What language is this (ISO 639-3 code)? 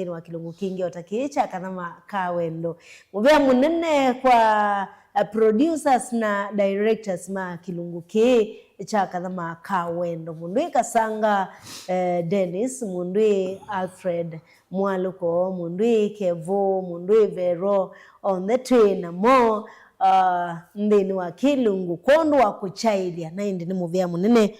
kam